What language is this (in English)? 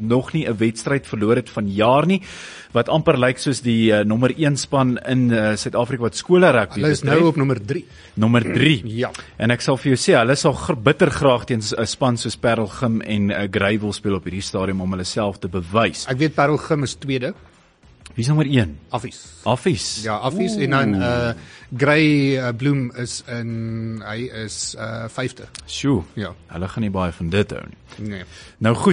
Afrikaans